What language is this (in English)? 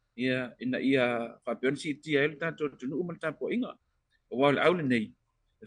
Samoan